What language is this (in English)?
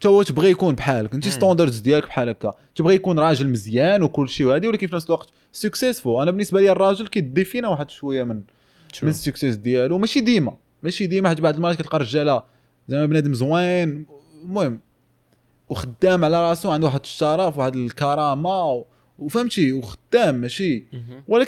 Moroccan Arabic